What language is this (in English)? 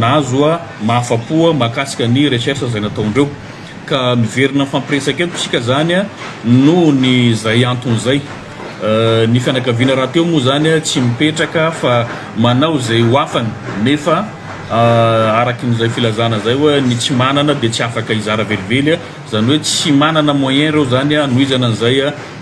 Malagasy